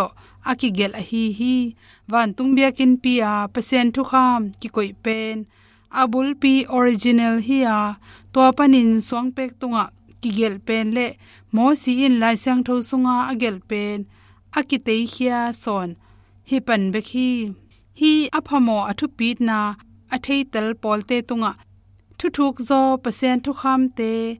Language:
Tedim Chin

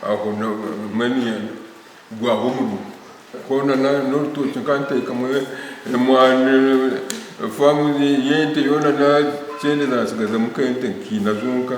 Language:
Nyankole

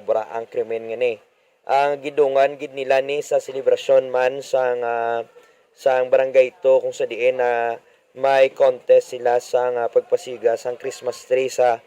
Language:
Hiligaynon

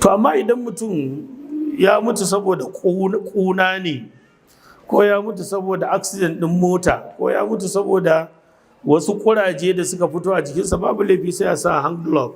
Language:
Hausa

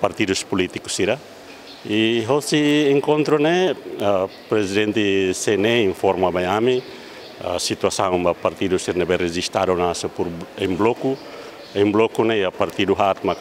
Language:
Tetum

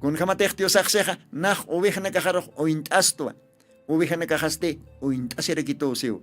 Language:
Aymara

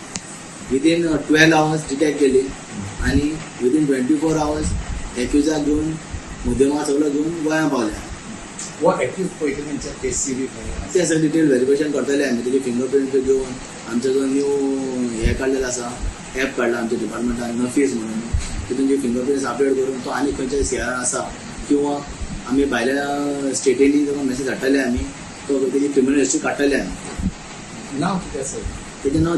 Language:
Konkani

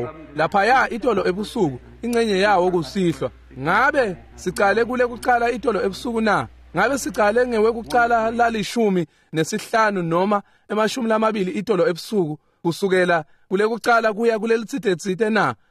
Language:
Swati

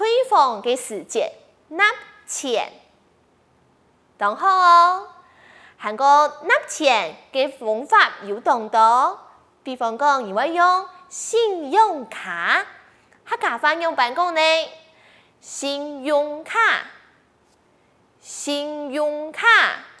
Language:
Hakka Chinese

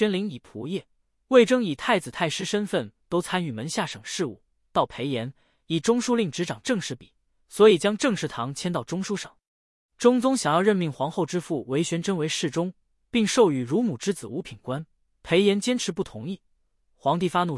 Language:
Chinese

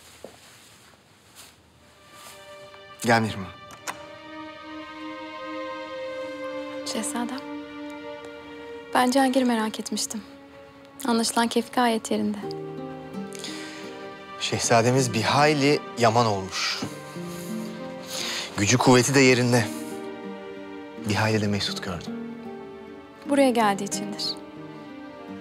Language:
Turkish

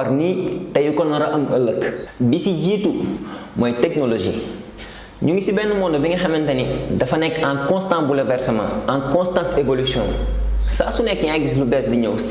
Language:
Wolof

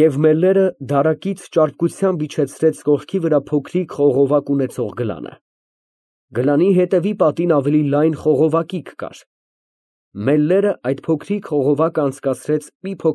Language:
Armenian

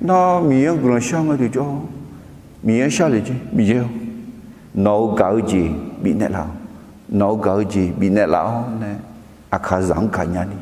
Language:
Akha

